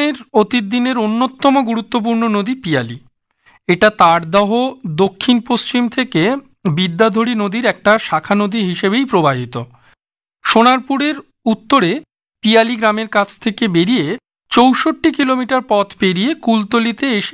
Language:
Bangla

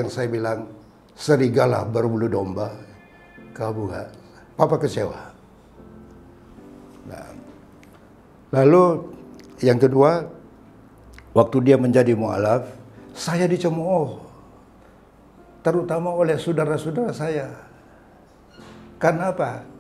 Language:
Indonesian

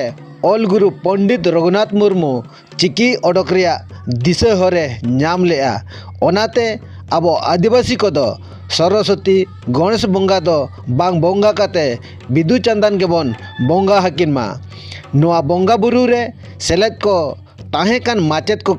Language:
Santali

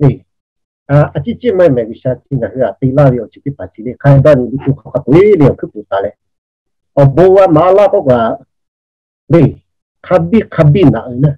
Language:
Lahu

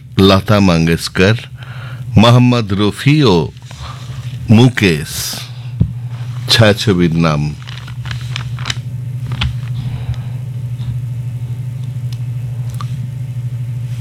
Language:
Bangla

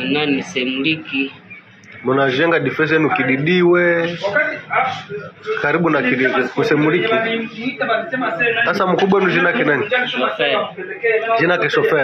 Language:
Swahili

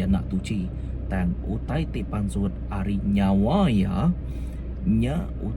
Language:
Iban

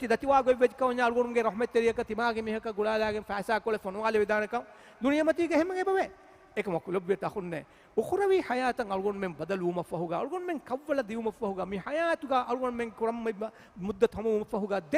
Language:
Divehi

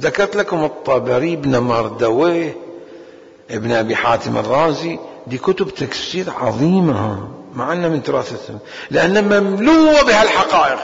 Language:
Mesopotamian Arabic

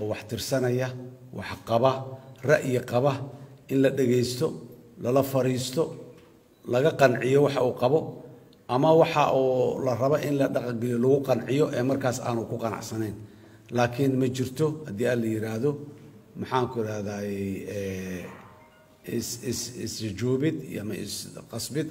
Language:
Somali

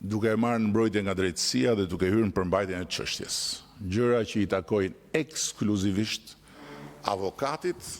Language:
Albanian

